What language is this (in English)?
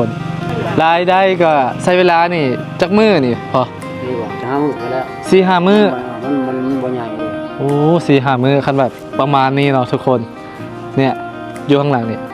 Lao